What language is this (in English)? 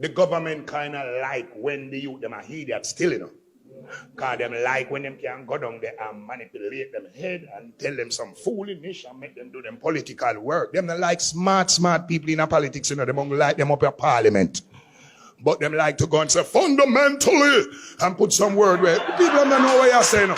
Jamaican Creole English